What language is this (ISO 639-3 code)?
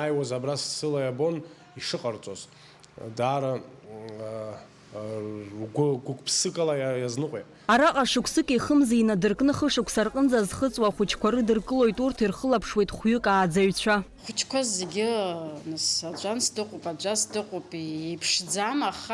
abk